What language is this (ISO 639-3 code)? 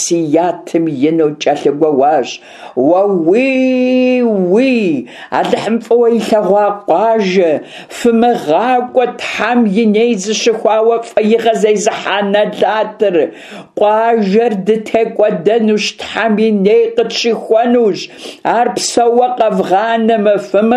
kbd